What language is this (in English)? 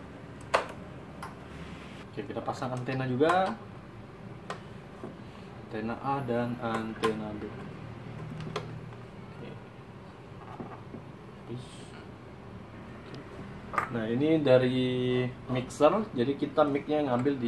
Indonesian